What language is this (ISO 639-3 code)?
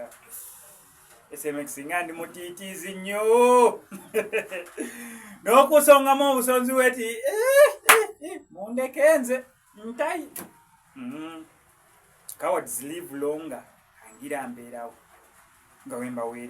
lug